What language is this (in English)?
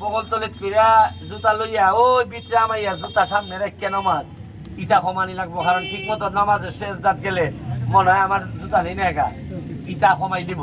Sylheti